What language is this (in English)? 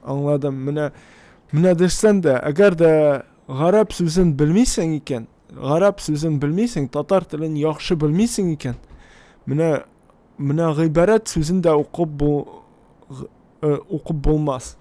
Tatar